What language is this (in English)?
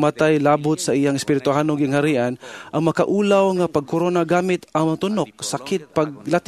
Cebuano